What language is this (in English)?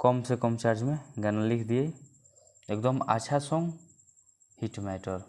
Bhojpuri